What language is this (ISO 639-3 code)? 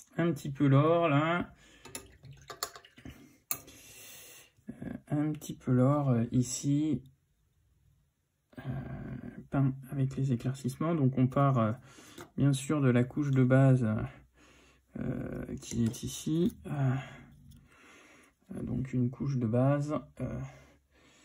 fra